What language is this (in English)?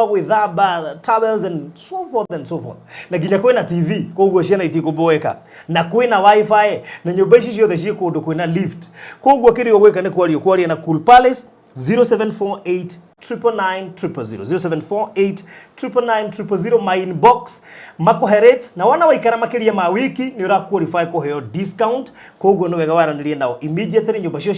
Kikuyu